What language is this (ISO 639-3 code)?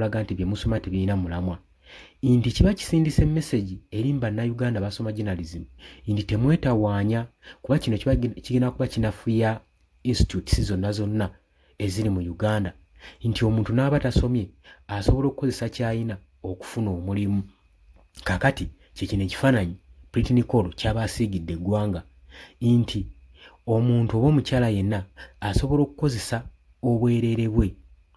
lug